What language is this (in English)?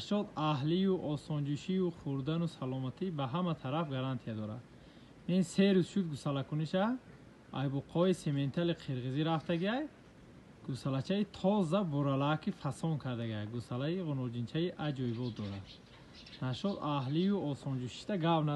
Tajik